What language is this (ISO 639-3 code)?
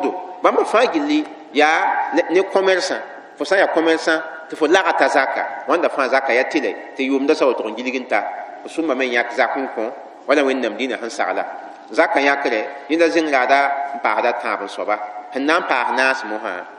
mos